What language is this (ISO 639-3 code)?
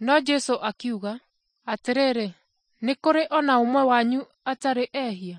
kik